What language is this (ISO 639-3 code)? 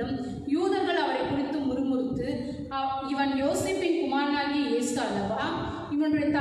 tam